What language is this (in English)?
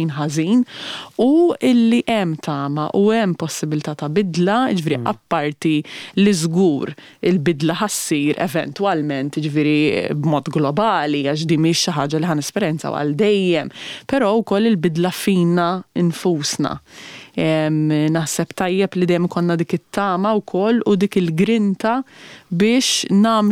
Maltese